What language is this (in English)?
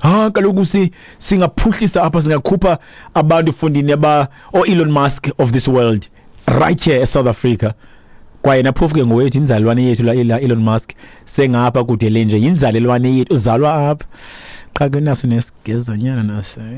Xhosa